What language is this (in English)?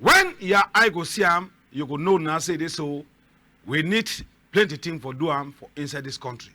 Cameroon Pidgin